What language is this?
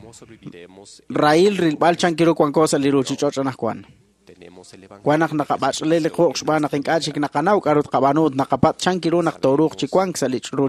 Kekchí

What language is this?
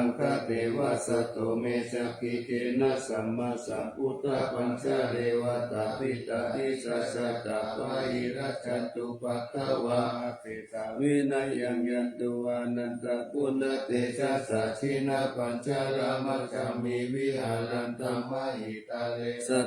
Pali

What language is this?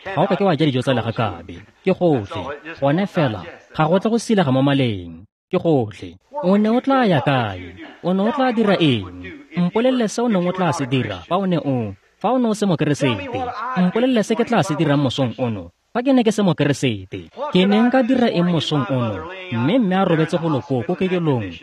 Tswana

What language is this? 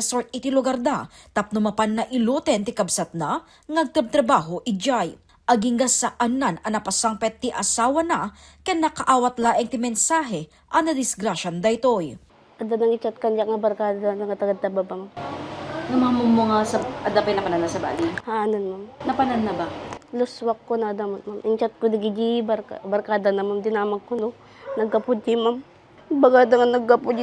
Iloko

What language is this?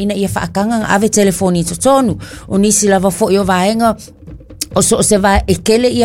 Samoan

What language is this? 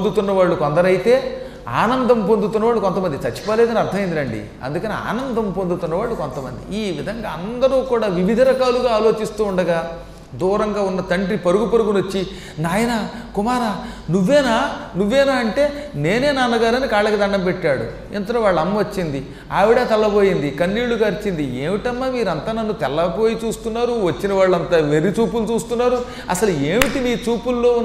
Telugu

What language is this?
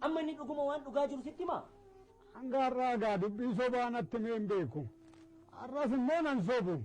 Oromo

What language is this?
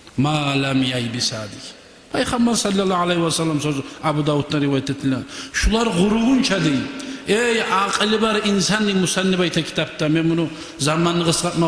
Kumyk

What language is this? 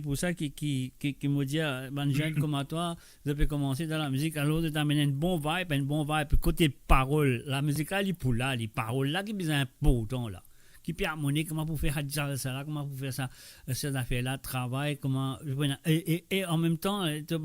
Morisyen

